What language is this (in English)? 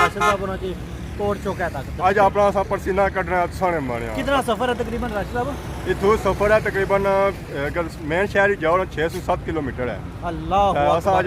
Pahari-Potwari